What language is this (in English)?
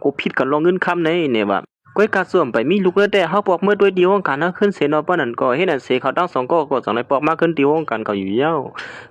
Shan